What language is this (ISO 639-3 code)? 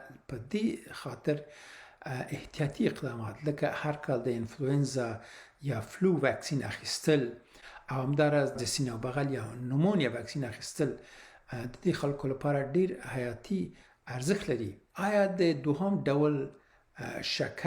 pus